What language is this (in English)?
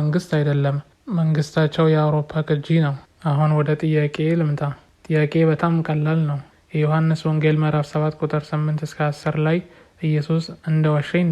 Amharic